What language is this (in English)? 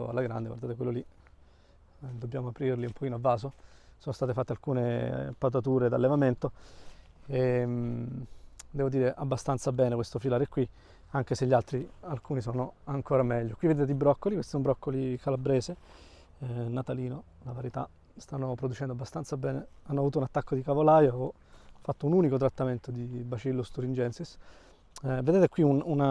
Italian